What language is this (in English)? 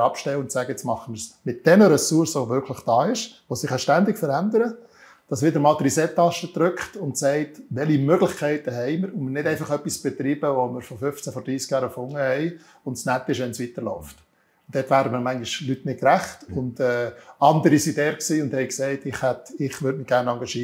Swiss German